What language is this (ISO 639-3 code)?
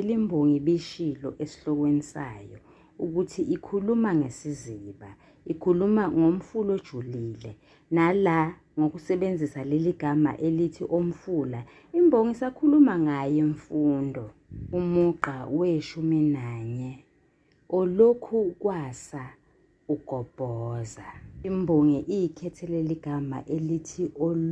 zul